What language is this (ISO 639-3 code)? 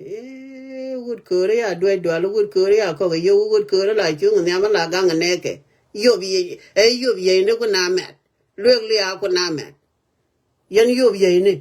nus